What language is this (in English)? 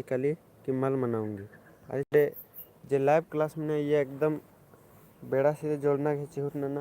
Kurukh